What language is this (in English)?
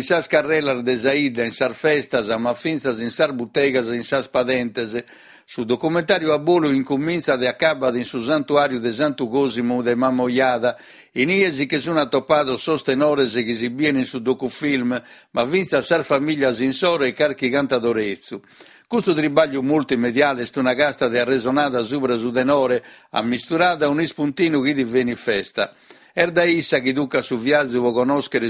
Sardinian